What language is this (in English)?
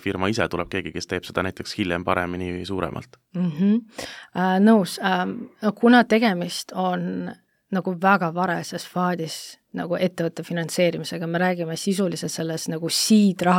Estonian